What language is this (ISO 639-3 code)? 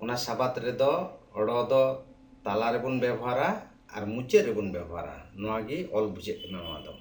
sat